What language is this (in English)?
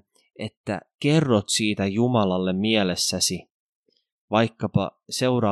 Finnish